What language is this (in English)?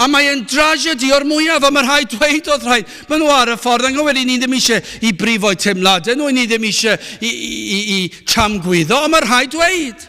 Welsh